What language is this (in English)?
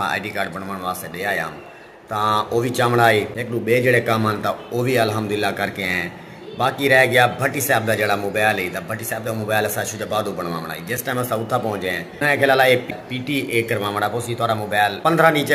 Saraiki